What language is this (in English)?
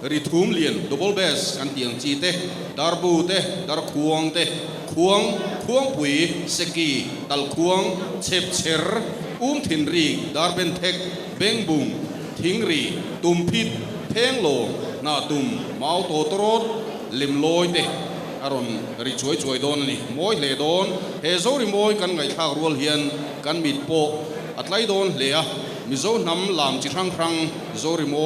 Mizo